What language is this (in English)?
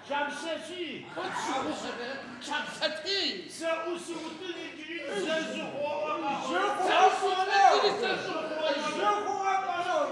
Adyghe